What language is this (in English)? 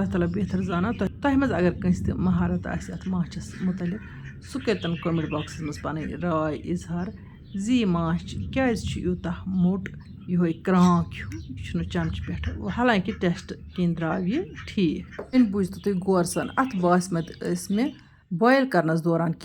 Kashmiri